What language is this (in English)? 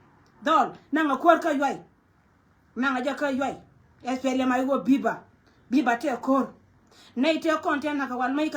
Nuer